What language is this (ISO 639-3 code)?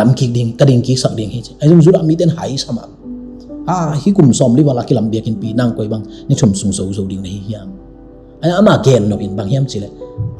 ctd